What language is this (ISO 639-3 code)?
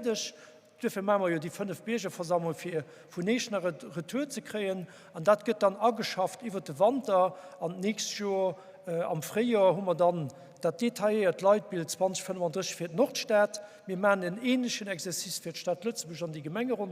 ltz